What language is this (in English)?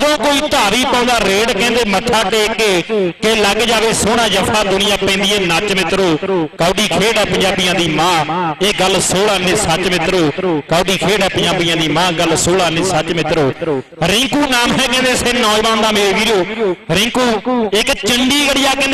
Punjabi